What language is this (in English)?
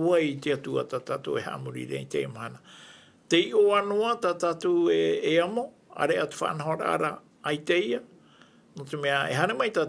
Tahitian